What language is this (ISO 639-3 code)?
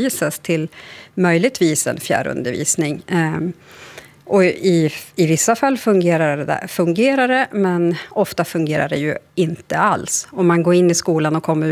swe